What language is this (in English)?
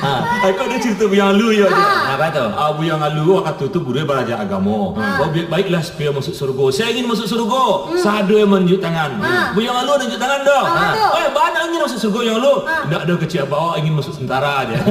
Minangkabau